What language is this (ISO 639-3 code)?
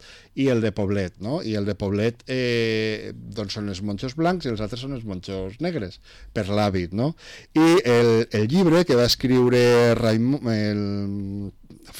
cat